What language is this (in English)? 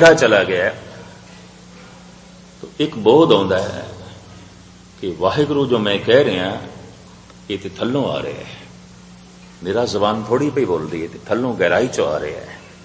Punjabi